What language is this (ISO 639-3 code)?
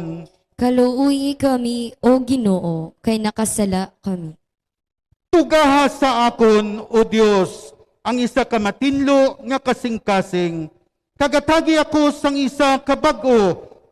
hil